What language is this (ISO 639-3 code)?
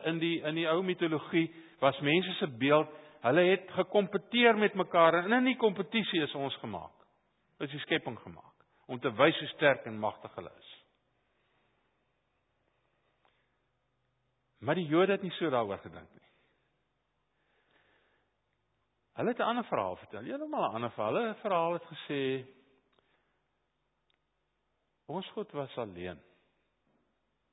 afr